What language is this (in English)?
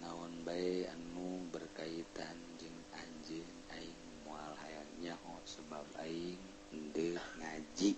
Sundanese